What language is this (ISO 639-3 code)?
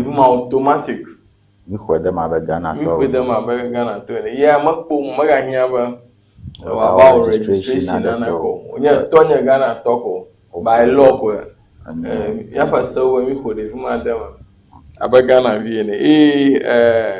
ewe